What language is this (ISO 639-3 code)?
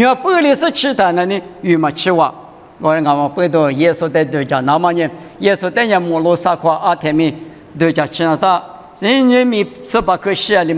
lis